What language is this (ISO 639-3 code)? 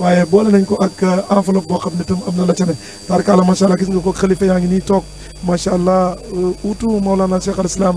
wol